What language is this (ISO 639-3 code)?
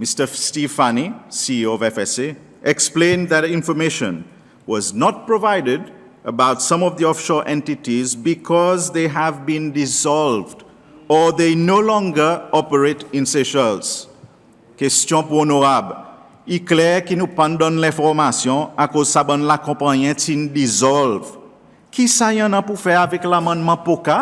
crs